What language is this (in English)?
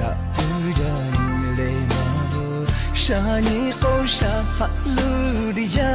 Lahu